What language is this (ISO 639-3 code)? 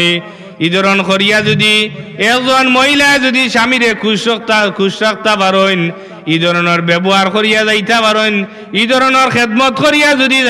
syl